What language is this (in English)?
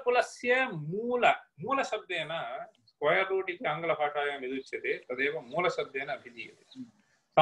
Sanskrit